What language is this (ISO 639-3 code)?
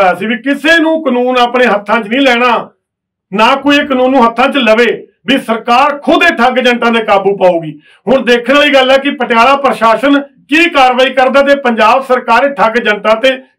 pan